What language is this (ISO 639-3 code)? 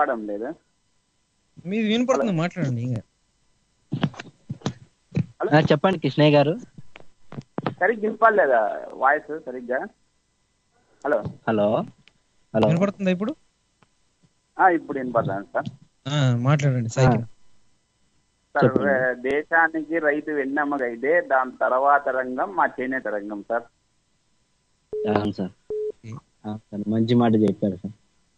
tel